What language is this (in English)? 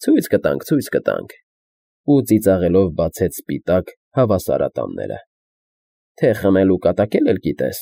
Armenian